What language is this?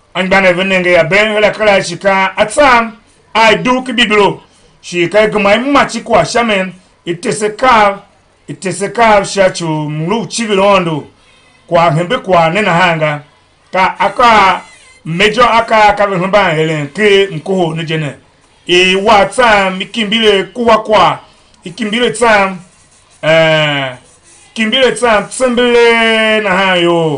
Tiv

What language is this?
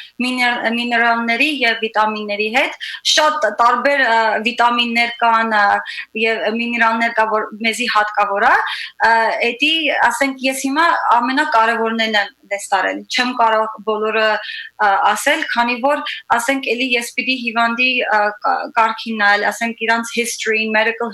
Western Armenian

